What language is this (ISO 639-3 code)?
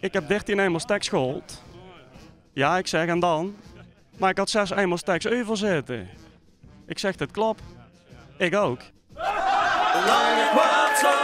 lim